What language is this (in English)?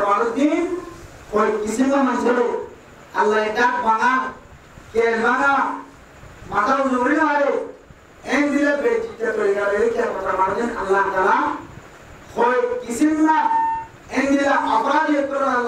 Rohingya